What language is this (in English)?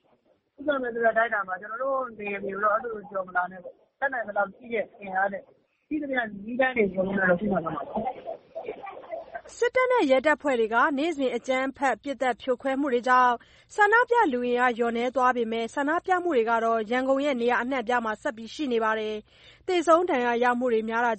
Burmese